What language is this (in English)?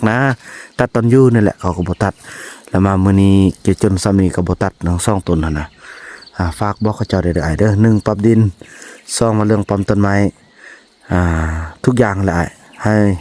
Northeastern Thai